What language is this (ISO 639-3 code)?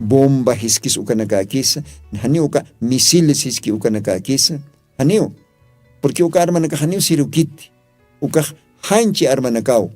aym